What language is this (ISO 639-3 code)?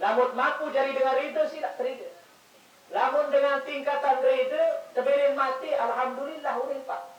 sas